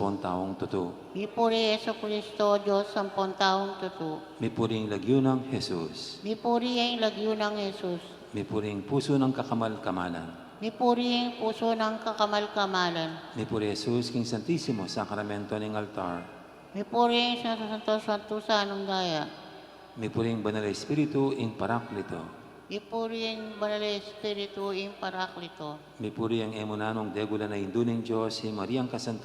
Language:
Pampanga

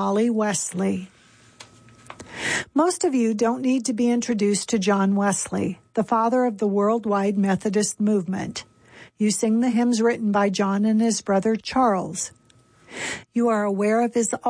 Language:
English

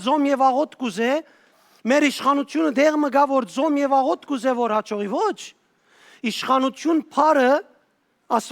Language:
Western Armenian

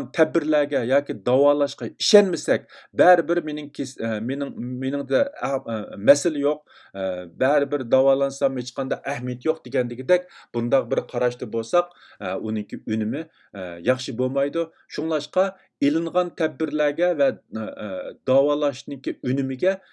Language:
Uyghur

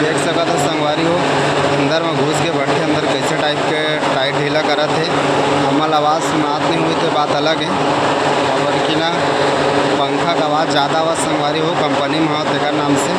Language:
Chhattisgarhi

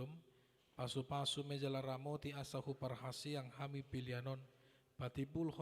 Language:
Batak Toba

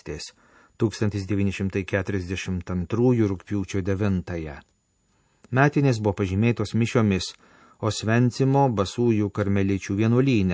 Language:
Lithuanian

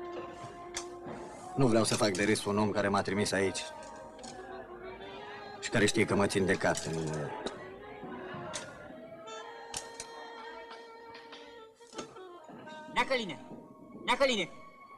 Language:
Romanian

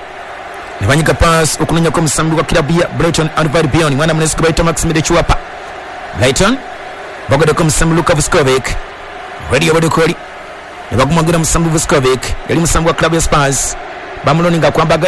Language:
Ganda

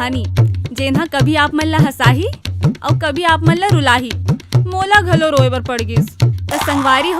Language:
Chhattisgarhi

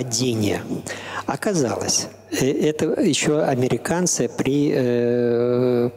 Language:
Russian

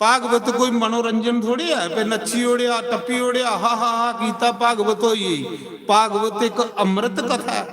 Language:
Dogri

